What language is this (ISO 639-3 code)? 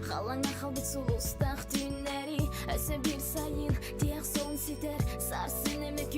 sah